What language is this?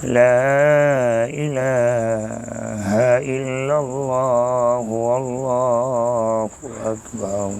Achinese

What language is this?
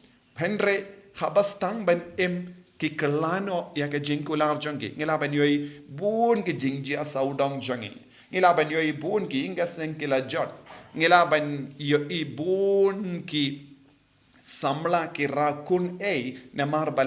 Khasi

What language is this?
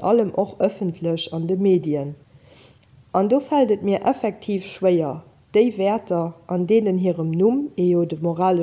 Luxembourgish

